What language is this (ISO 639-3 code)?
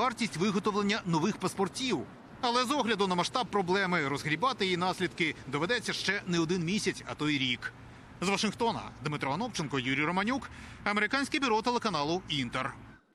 ukr